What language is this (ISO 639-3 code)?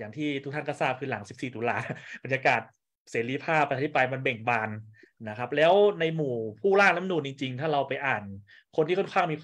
tha